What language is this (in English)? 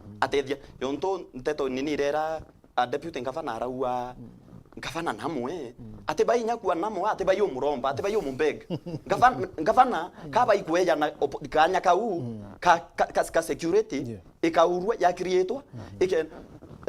Meru